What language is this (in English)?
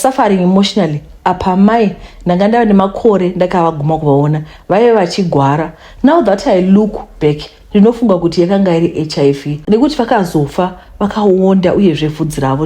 Shona